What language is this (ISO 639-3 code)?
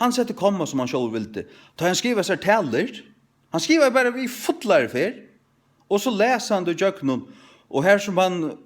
fao